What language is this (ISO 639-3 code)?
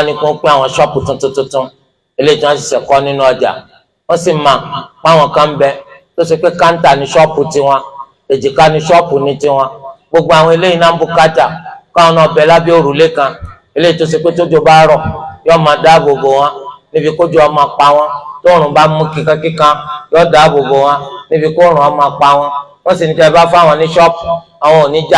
yor